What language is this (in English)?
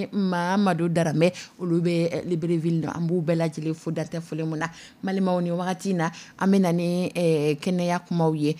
Dyula